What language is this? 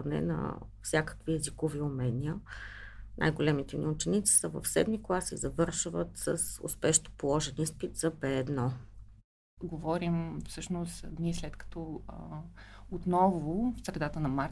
Bulgarian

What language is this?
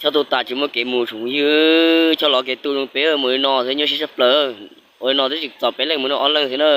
Hmong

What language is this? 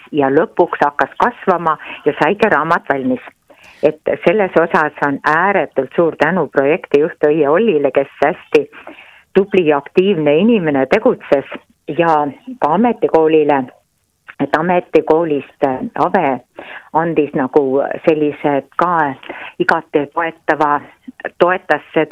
Estonian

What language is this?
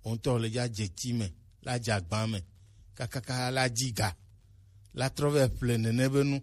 Gen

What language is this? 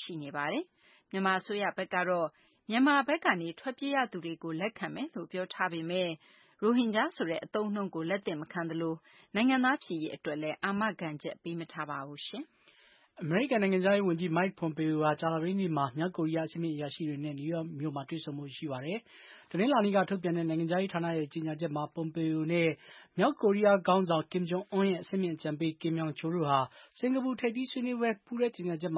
Burmese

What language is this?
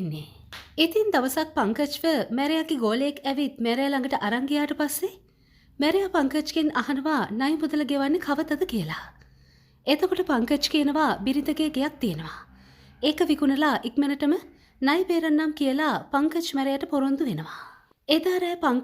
Sinhala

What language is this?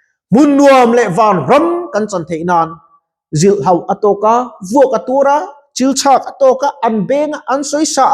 Mizo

